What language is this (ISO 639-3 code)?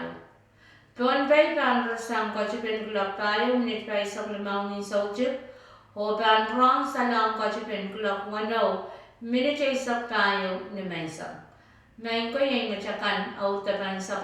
pon